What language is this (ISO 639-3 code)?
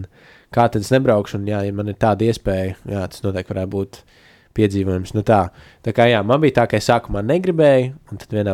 lav